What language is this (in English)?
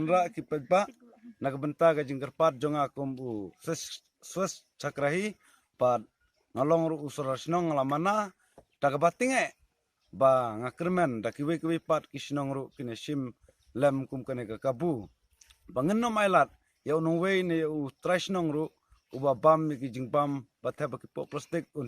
Khasi